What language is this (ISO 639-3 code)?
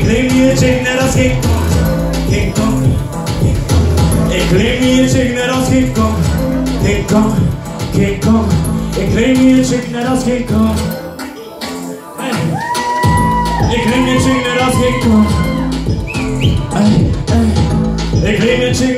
nld